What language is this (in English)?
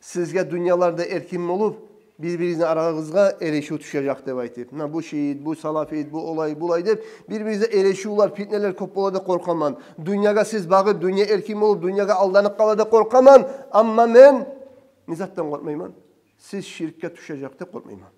Kumyk